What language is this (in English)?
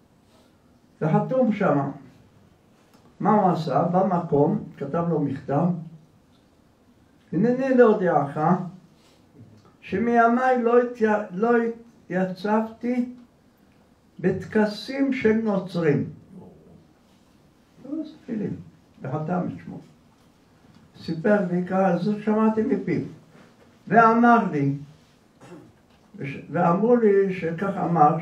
Hebrew